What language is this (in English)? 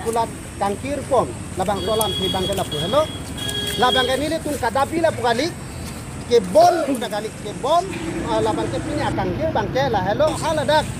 Karbi